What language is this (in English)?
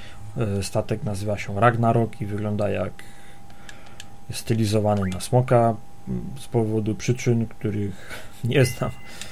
Polish